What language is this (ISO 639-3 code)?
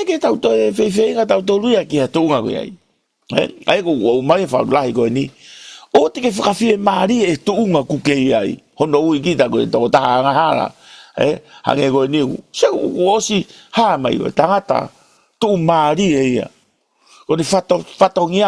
ton